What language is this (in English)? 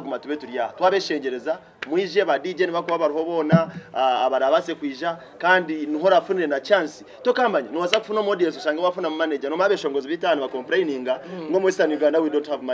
Nyankole